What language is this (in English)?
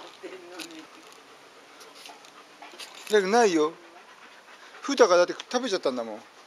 Japanese